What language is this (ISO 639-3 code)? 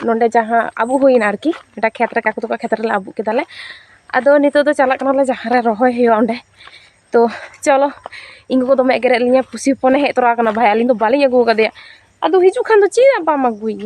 sat